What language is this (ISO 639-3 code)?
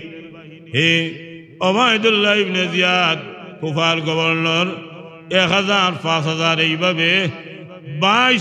syl